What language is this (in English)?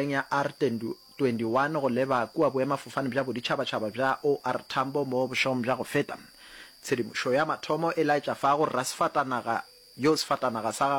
Northern Sotho